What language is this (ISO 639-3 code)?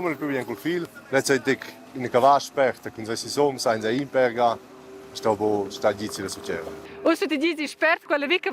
roh